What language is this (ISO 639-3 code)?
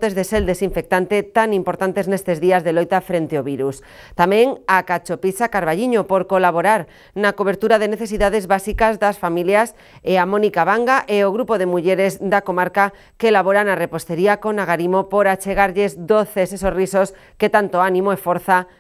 glg